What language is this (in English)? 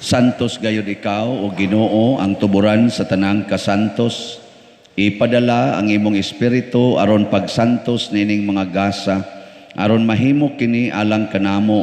Cebuano